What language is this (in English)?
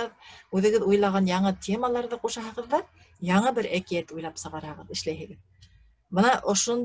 Bashkir